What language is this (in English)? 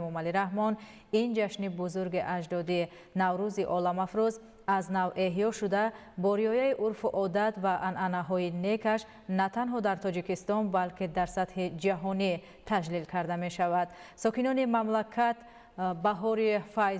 Tajik